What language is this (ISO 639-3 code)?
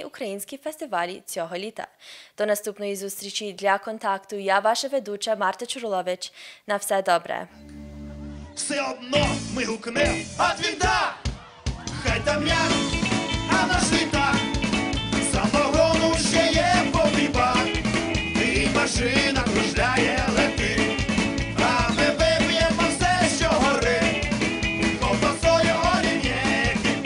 ukr